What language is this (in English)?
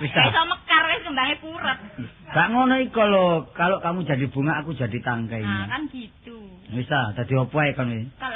Javanese